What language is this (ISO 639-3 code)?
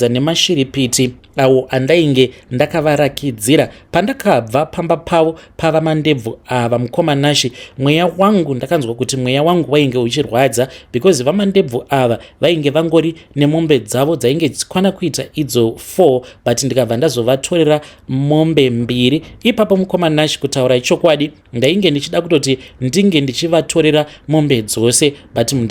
sna